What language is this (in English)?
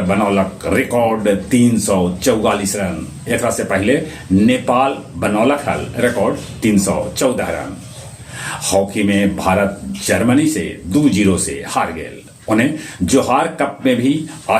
Magahi